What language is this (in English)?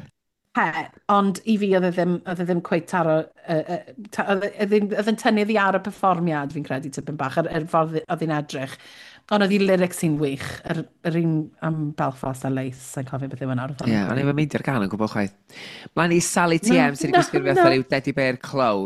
Welsh